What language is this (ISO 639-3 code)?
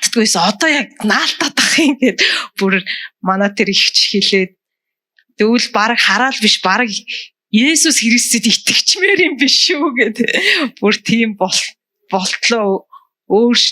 mon